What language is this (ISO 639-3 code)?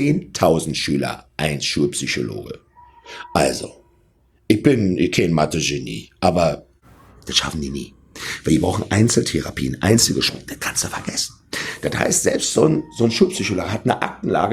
deu